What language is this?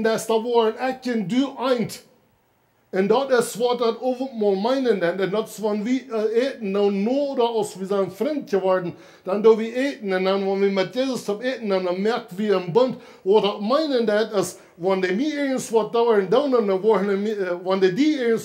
Plautdietsch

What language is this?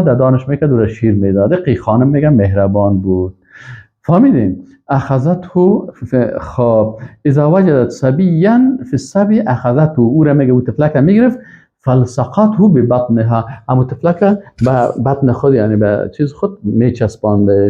Persian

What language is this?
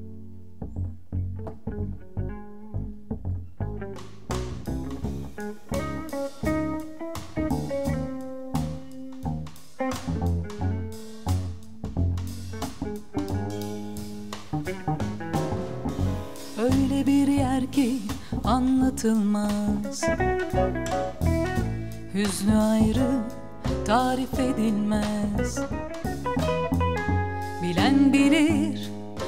Turkish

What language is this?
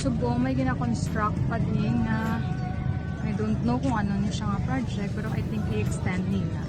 Hiligaynon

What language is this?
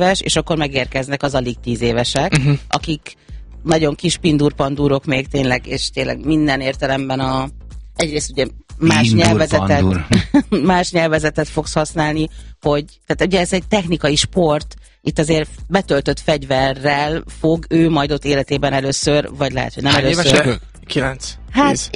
Hungarian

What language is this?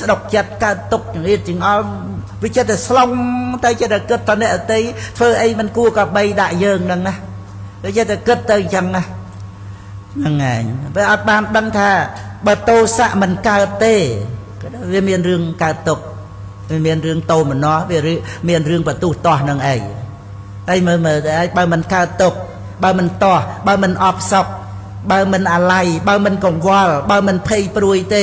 Khmer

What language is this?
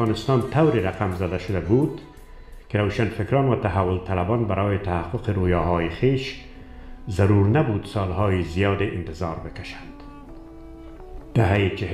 Persian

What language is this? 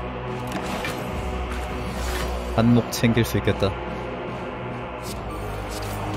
Korean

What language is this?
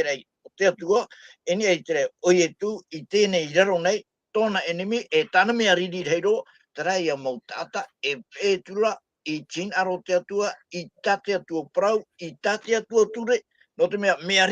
Tahitian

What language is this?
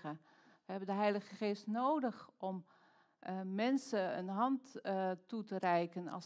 Dutch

